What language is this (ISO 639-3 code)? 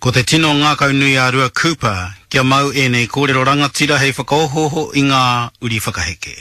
mri